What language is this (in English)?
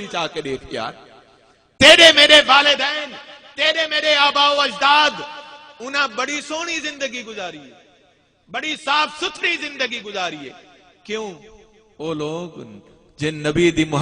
Saraiki